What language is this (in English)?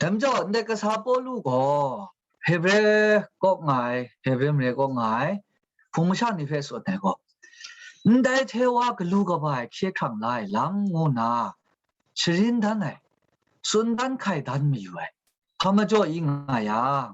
Kachin